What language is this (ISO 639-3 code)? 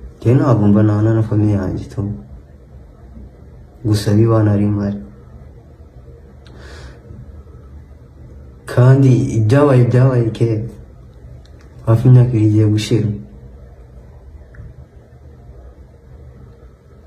kin